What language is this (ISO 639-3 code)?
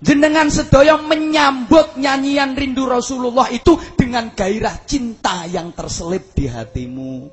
jav